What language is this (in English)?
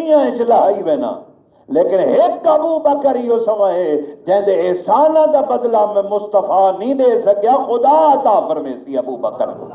Saraiki